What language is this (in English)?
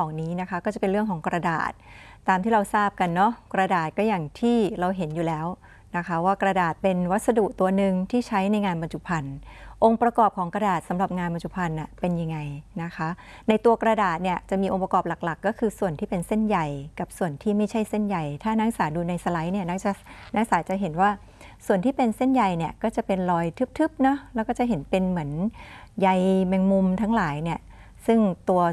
Thai